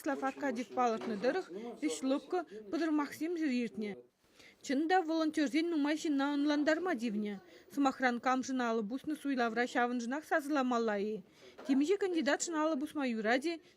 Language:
Chuvash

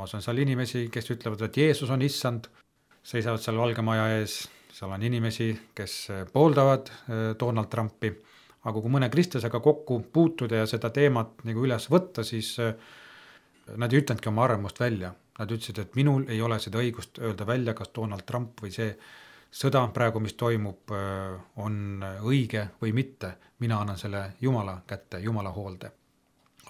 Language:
Estonian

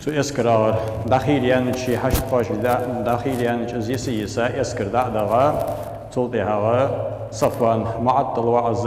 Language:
Ingush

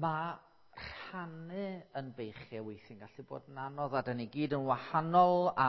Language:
Welsh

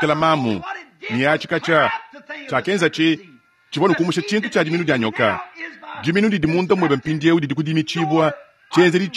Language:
Luba-Lulua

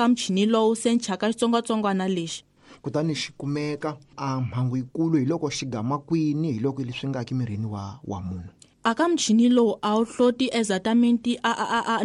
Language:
Tsonga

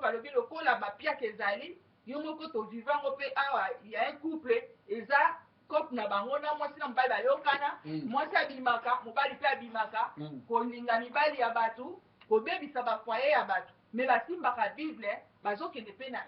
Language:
Lingala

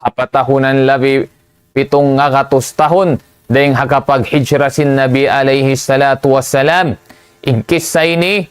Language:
Tausug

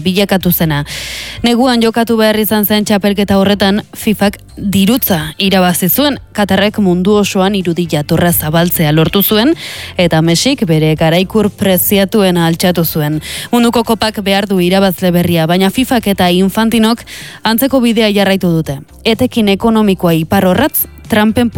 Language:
Basque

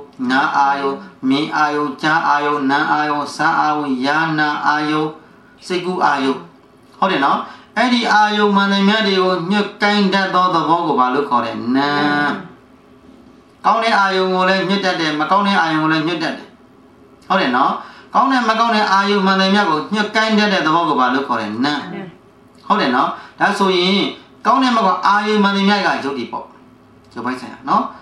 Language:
Burmese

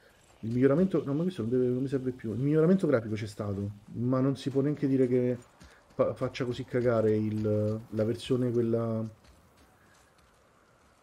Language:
Italian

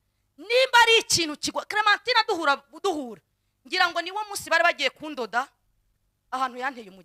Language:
Kinyarwanda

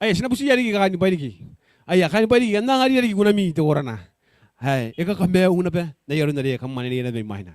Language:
Gilbertese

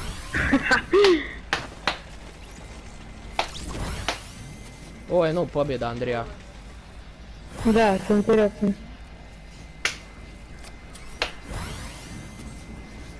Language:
Croatian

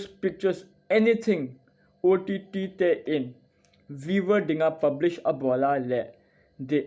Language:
Thado Chin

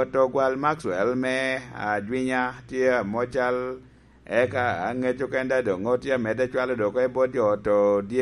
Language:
Lango (Uganda)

